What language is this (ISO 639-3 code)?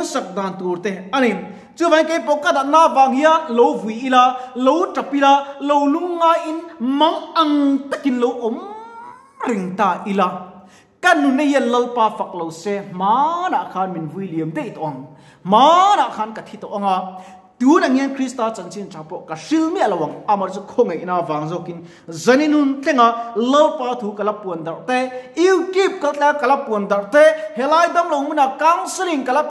lus